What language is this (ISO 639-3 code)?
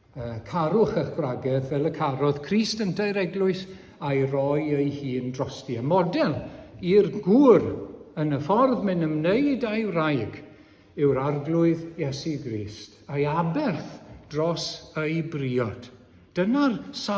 cym